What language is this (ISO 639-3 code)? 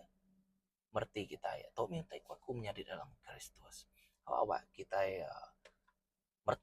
iba